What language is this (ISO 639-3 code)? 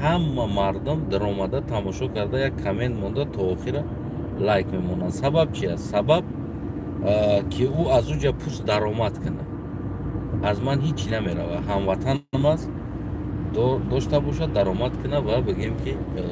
tgk